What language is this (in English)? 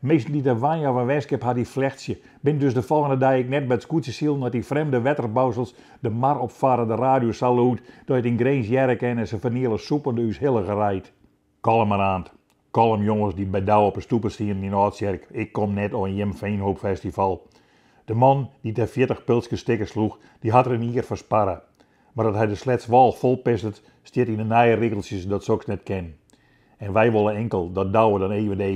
Western Frisian